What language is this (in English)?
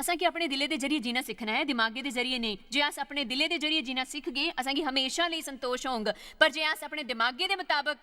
Dogri